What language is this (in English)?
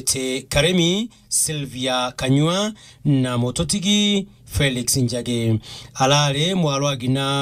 Meru